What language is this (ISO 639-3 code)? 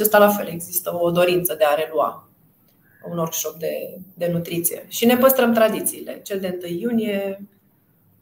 ron